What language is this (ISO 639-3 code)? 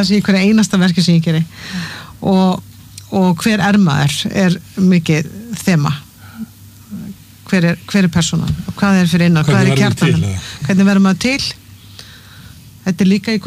isl